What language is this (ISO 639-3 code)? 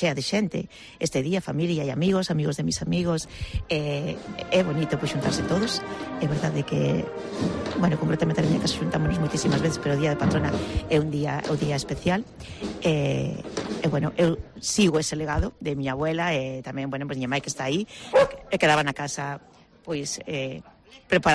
glg